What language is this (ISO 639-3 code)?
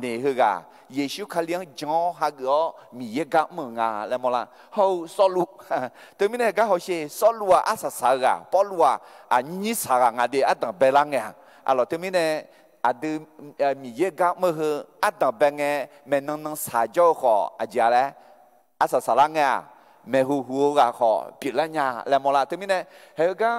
ahk